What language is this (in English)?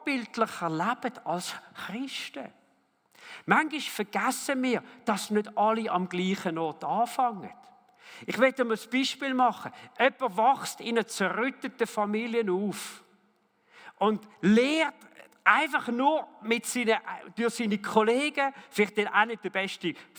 Swiss German